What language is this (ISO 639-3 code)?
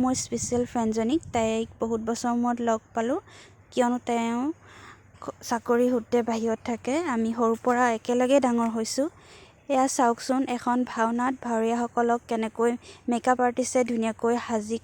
asm